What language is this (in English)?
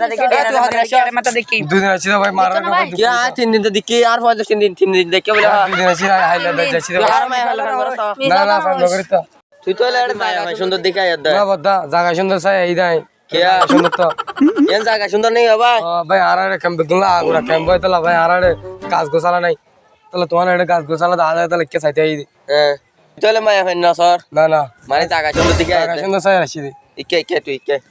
Rohingya